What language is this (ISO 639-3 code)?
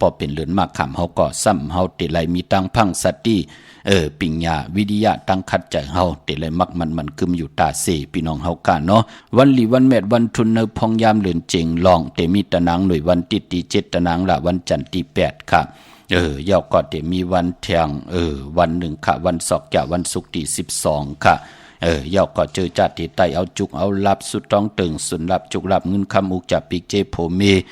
shn